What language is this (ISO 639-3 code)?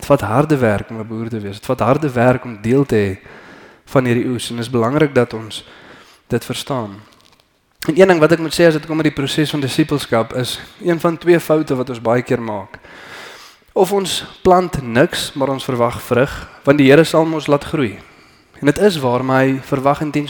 afr